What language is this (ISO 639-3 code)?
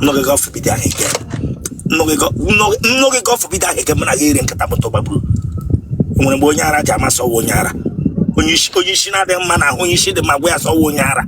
ibo